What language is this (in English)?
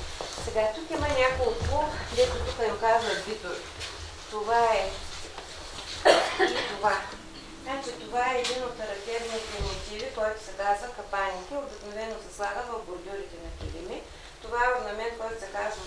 Bulgarian